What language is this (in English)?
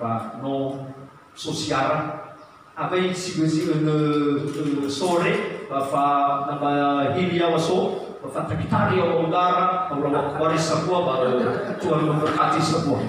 Nias